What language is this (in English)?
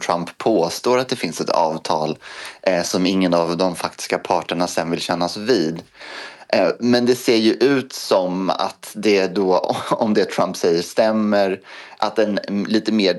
Swedish